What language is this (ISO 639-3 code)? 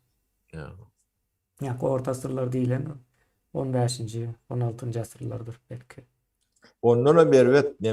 tuk